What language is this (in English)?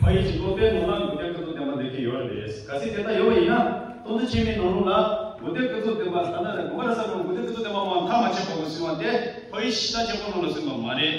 Tibetan